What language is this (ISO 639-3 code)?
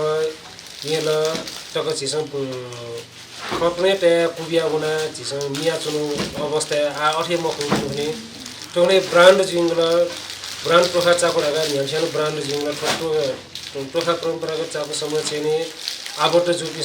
new